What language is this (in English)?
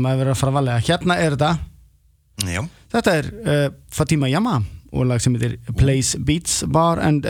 Icelandic